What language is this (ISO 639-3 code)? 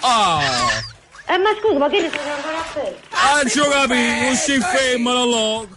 nap